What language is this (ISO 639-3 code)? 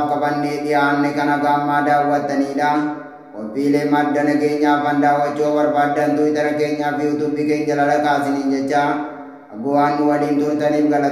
orm